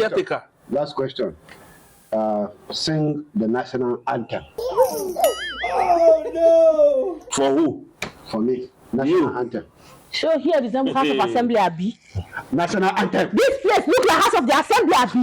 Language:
Nigerian Pidgin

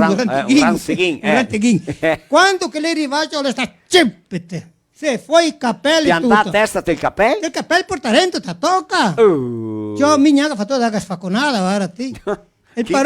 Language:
Venetian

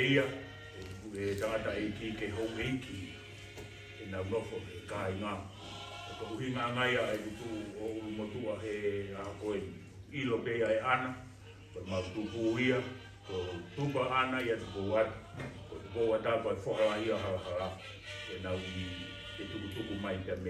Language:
Tongan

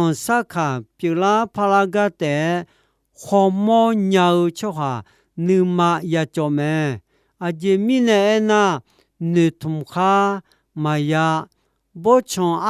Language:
Akha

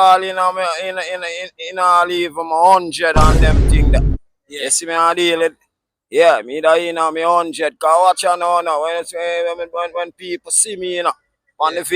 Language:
Jamaican Creole English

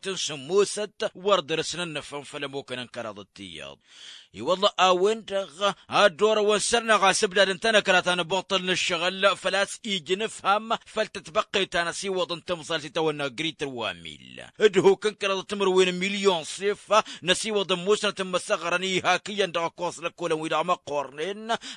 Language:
Tamasheq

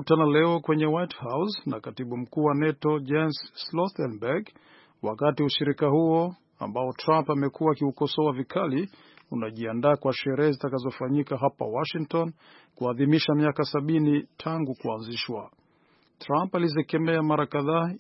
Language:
Swahili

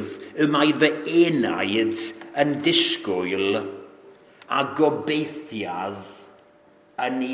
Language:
Welsh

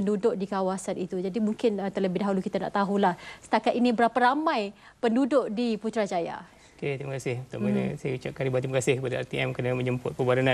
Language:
Malay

